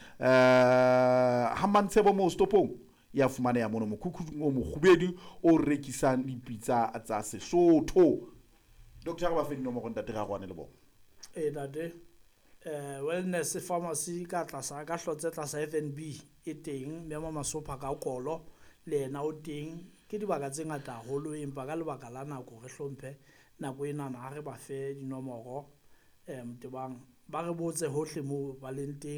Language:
Southern Sotho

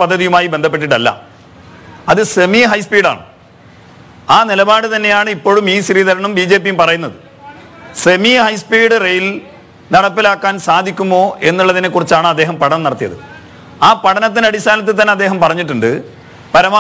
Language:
Malayalam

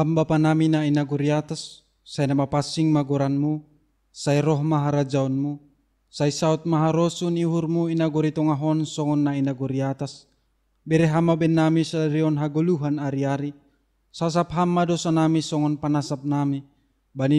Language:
Batak Simalungun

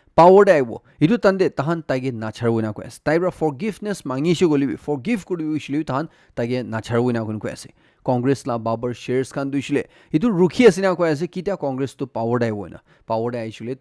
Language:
Naga Pidgin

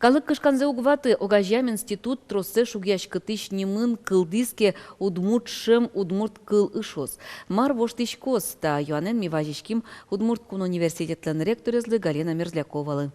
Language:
Udmurt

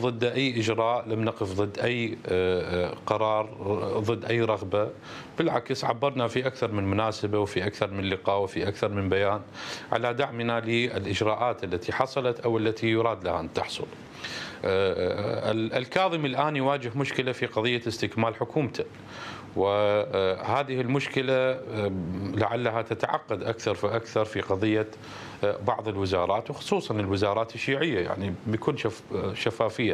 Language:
Mesopotamian Arabic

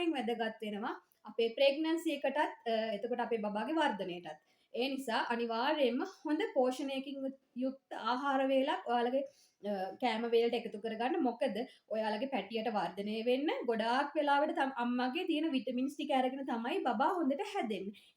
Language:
Sinhala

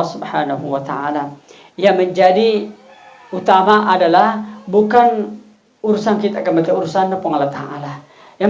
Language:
Buginese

